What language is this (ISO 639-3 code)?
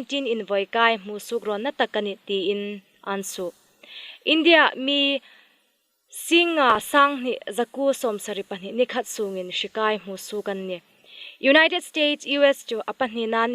hmr